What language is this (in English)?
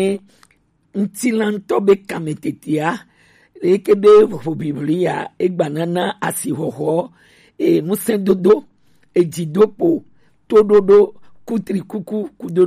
Gen